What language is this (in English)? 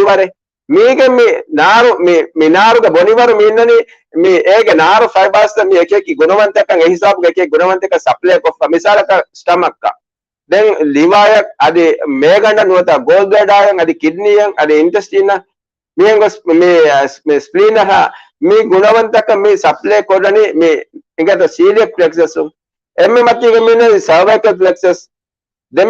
Divehi